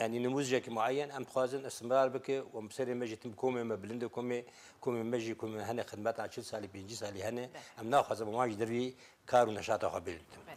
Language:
Kurdish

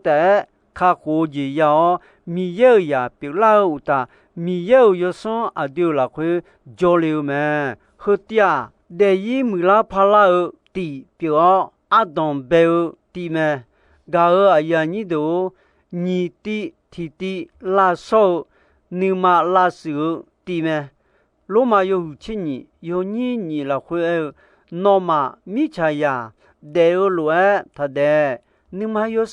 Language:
Akha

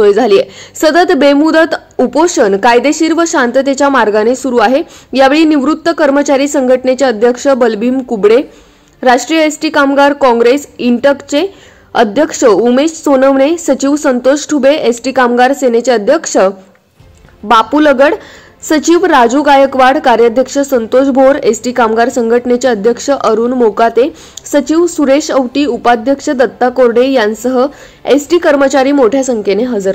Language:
Marathi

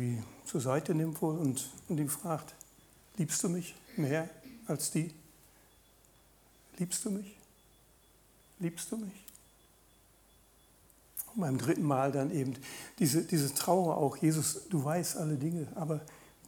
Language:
German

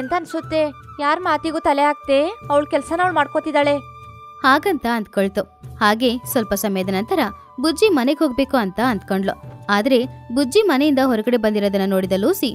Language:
Kannada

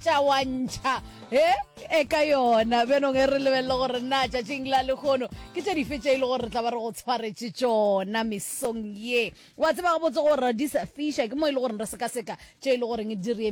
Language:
Northern Sotho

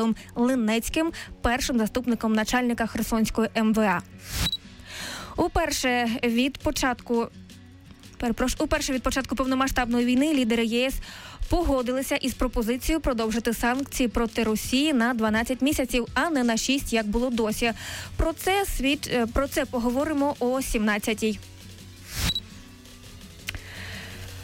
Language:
Ukrainian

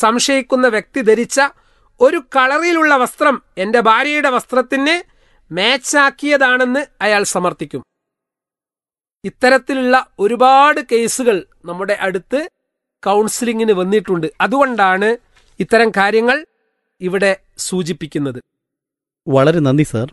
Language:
Malayalam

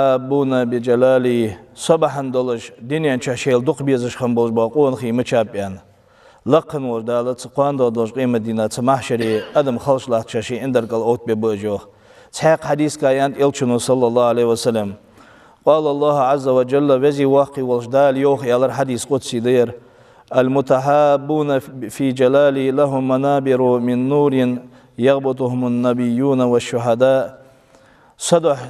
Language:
Ingush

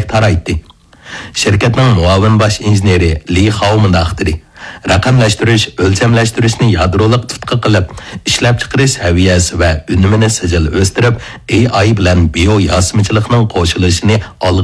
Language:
Uyghur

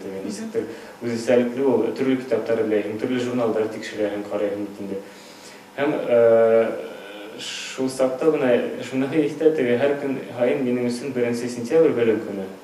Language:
Bashkir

